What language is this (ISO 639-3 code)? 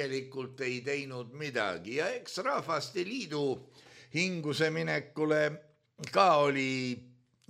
est